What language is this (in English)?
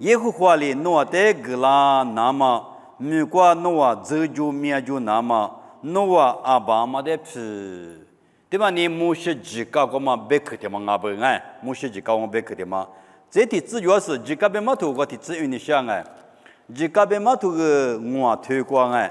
Lisu